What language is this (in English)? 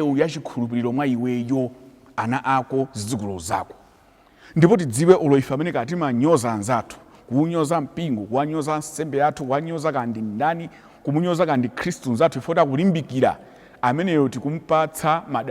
Nyanja